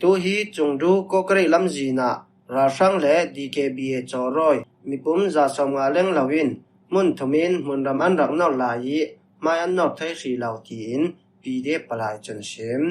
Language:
Falam Chin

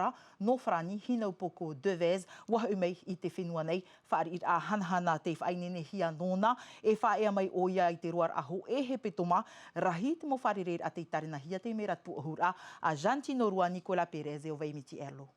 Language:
Tahitian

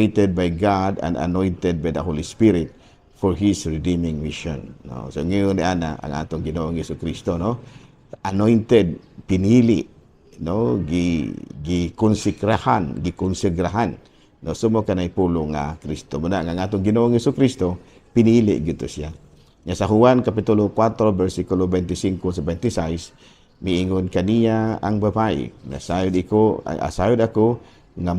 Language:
Cebuano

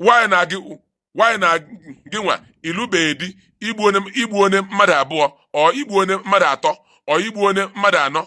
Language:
Igbo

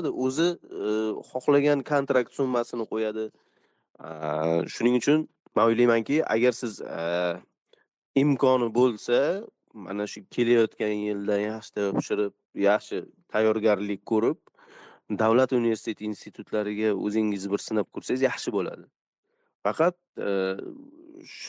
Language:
Uzbek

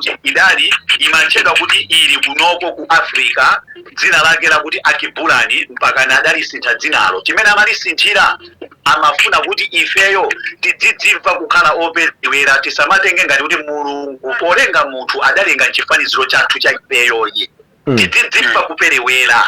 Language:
Nyanja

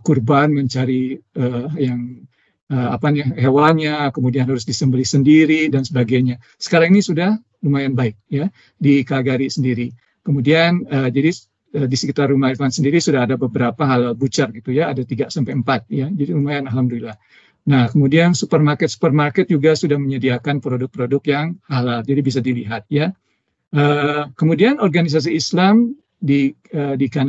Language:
Indonesian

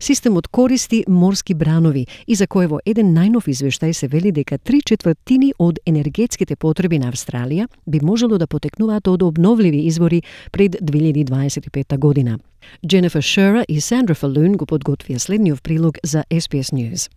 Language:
Macedonian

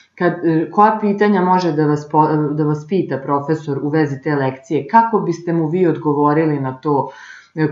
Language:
Serbian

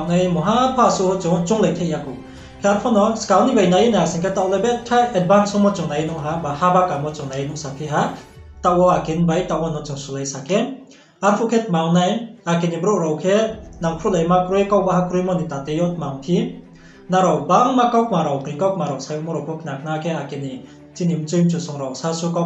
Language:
Riang (India)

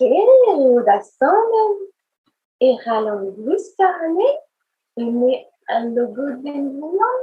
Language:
Breton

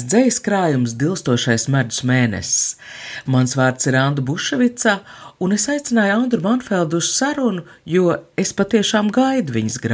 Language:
Latvian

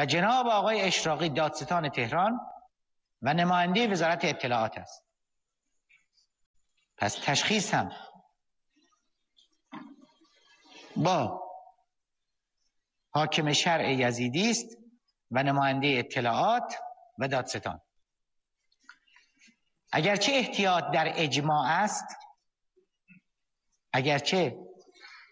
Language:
Persian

